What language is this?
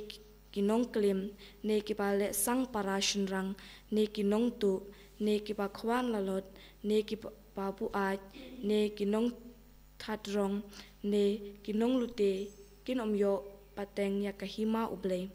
Khasi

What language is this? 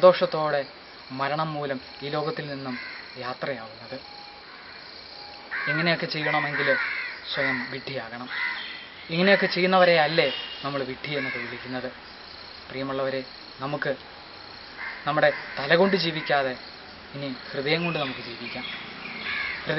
Malayalam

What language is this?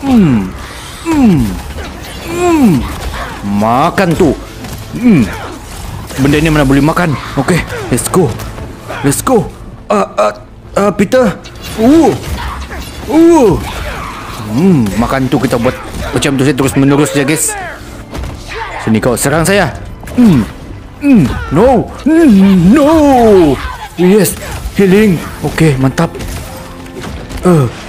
Malay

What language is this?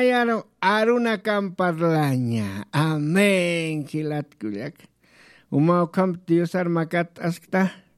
Aymara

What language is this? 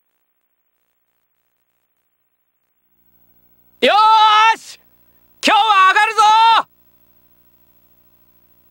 Japanese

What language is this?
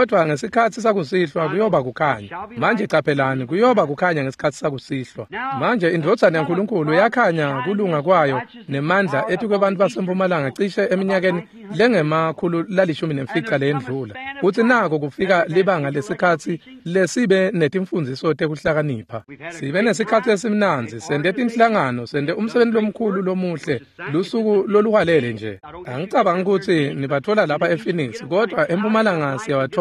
Swati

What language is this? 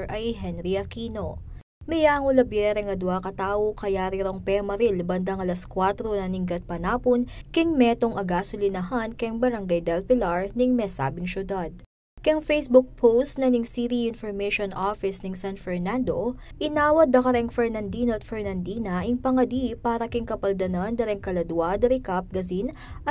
Pampanga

